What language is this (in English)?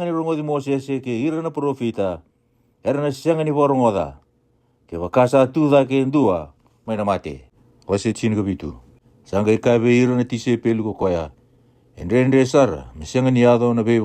Fijian